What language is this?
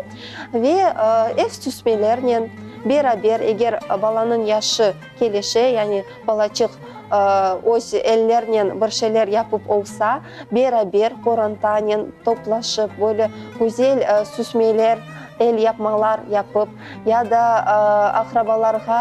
Crimean Tatar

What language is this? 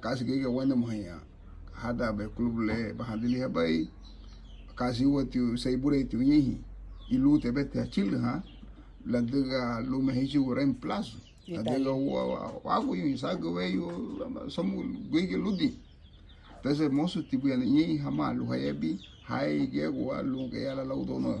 Garifuna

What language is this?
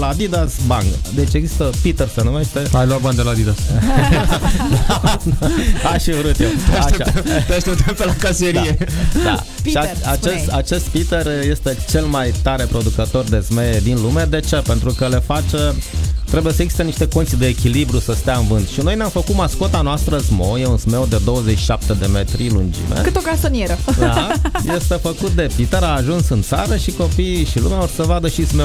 Romanian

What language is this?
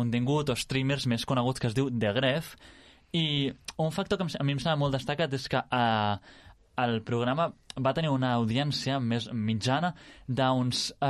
Catalan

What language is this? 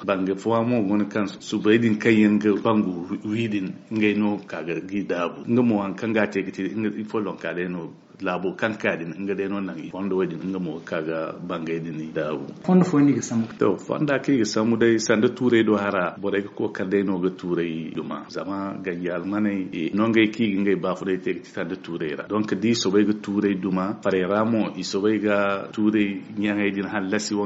Zarma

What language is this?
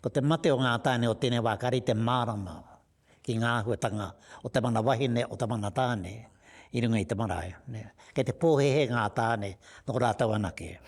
Māori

